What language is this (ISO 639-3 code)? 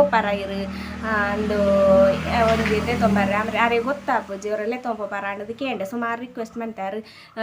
tcy